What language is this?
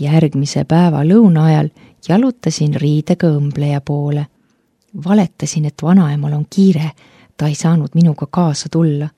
Estonian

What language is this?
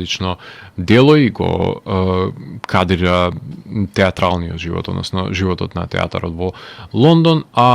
Macedonian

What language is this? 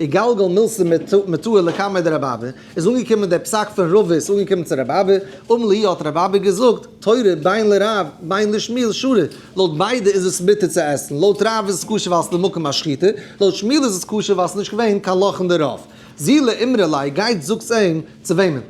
Yiddish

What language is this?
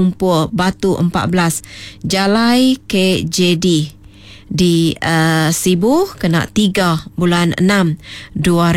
Iban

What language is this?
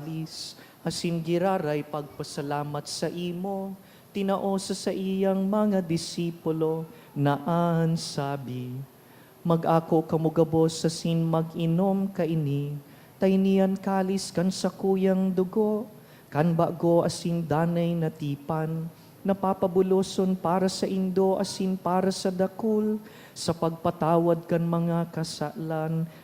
Bikol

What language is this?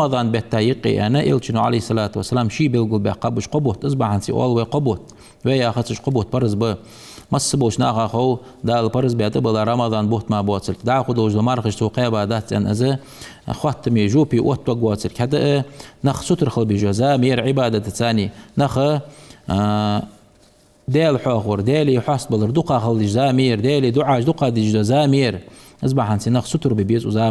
Ingush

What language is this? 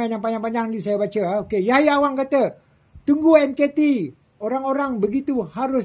Malay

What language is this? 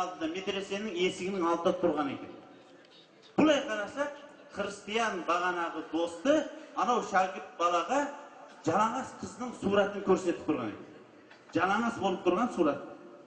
Kazakh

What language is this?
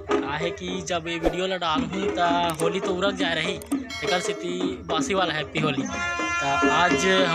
Chhattisgarhi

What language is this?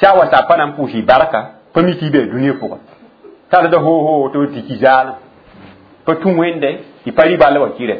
Mossi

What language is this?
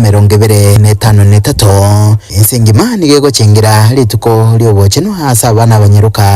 Gusii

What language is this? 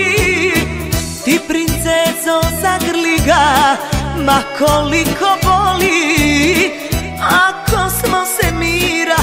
Serbian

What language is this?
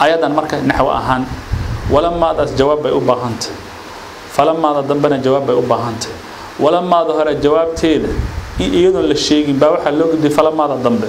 Somali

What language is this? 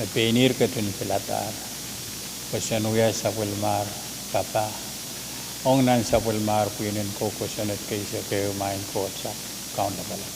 Pohnpeian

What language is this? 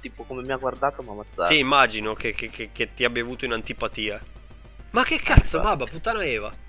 Italian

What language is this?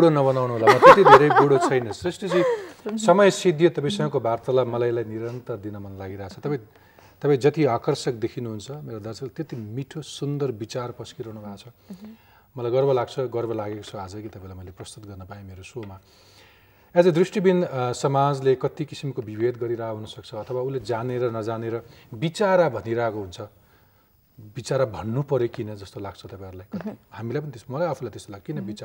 Nepali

